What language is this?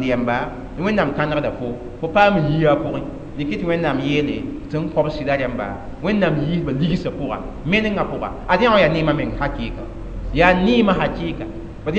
Mossi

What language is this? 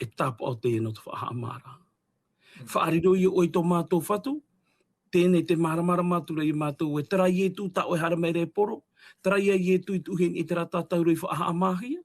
Tahitian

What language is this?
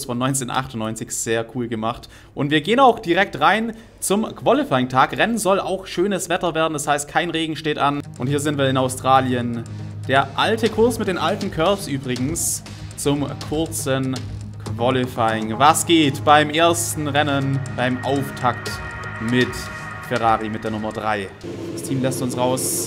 German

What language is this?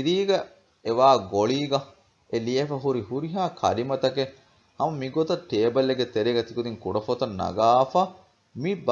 Divehi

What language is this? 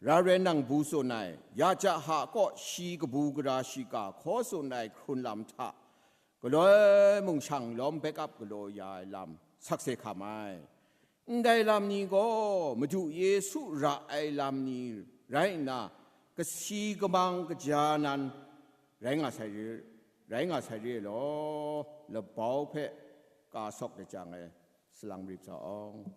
Kachin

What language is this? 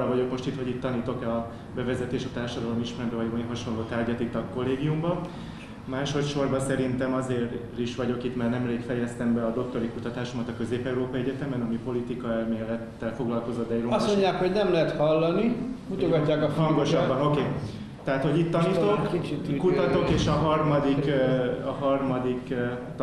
Hungarian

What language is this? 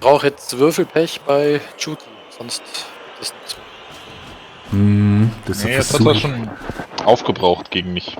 Swiss German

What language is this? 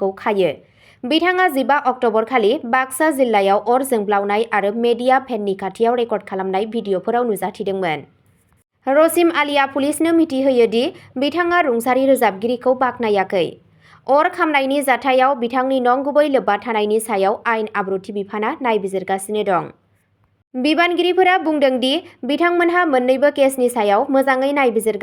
Bodo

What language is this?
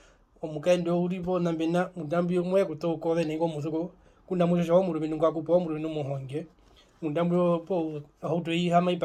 Herero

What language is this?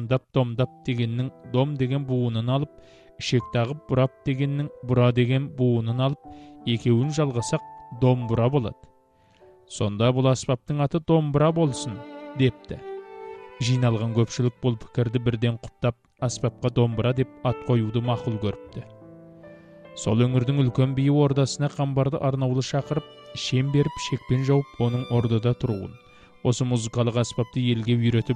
Kazakh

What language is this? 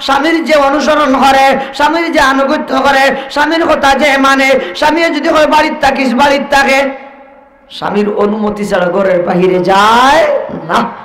Sylheti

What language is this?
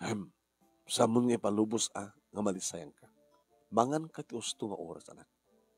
Iloko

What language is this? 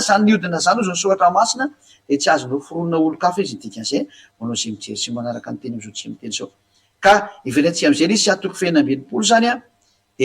Malagasy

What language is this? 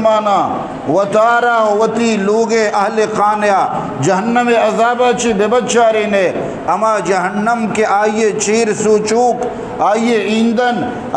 Eastern Balochi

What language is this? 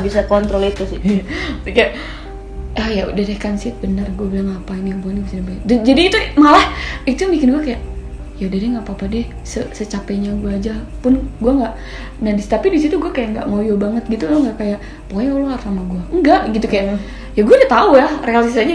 Indonesian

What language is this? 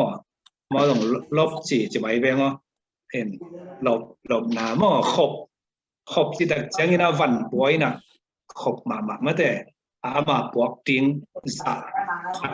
Tedim Chin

